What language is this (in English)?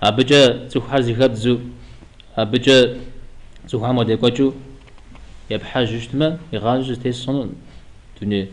Kabardian